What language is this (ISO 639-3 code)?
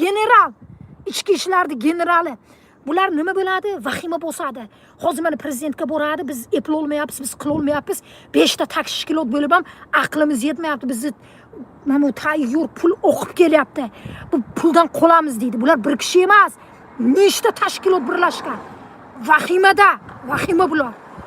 uzb